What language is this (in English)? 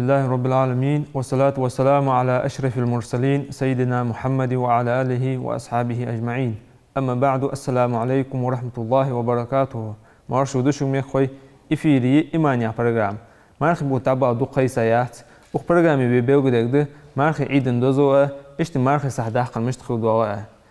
Ingush